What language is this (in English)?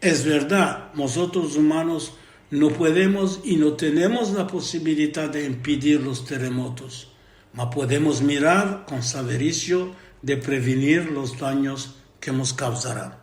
Ladino